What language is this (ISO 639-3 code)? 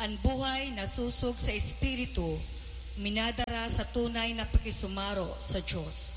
bik